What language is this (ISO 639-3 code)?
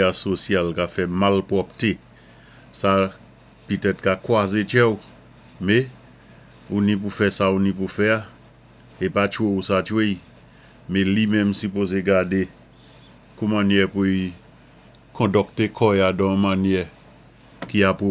acf